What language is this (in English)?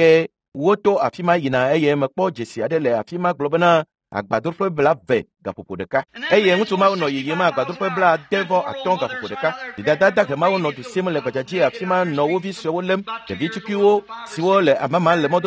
Ewe